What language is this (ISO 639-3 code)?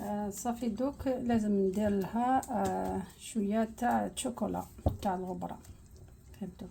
arq